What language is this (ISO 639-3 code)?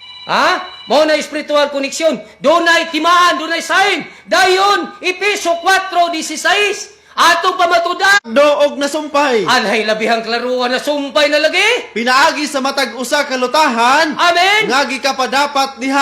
ceb